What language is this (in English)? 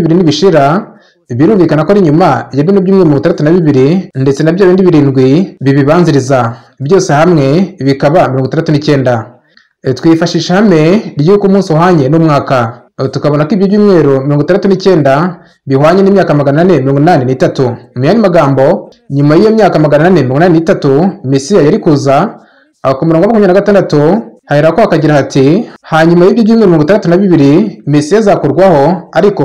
Kinyarwanda